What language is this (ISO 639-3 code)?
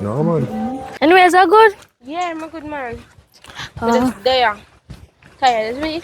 jam